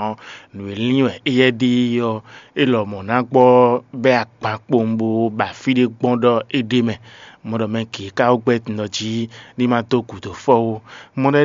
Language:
Fon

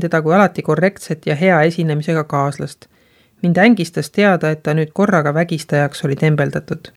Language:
Estonian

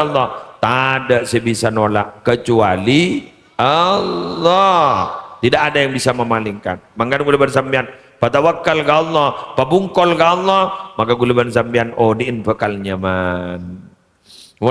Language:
Madurese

